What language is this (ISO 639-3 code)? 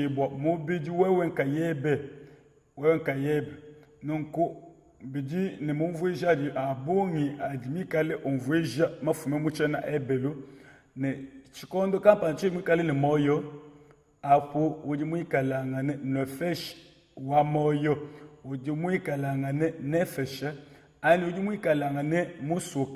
lua